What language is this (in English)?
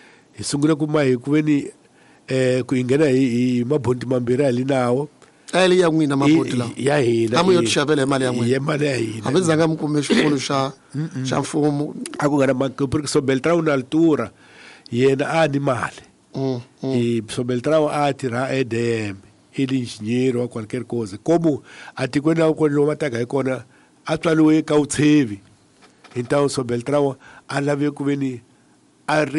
Tsonga